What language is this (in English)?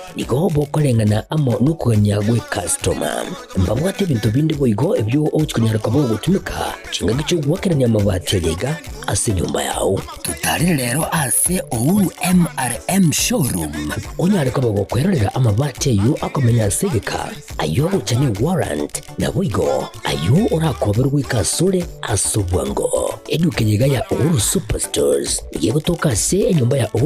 Gusii